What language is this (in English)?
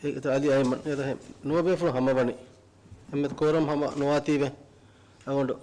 Divehi